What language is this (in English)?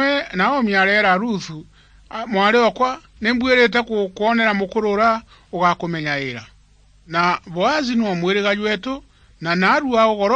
Meru